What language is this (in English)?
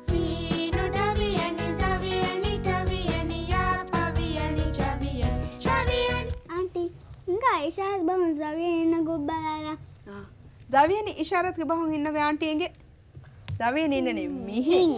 Divehi